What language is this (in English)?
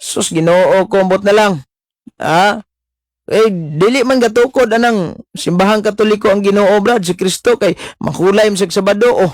Cebuano